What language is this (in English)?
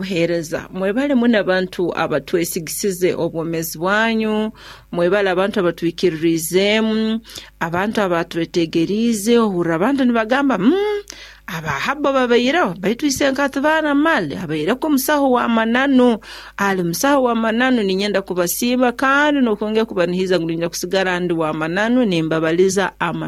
Nyoro